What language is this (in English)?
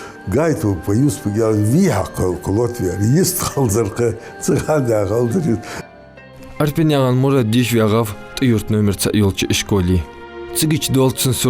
Ingush